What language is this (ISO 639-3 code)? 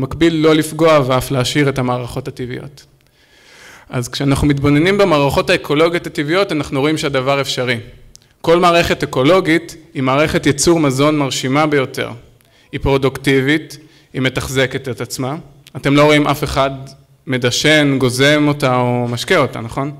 heb